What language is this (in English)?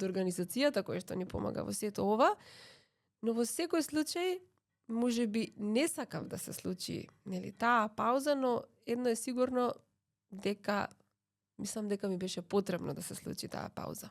Macedonian